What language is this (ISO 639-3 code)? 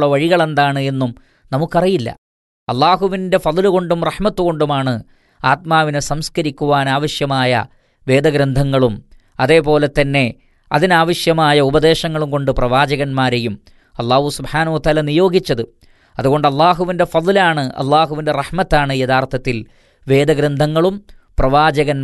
mal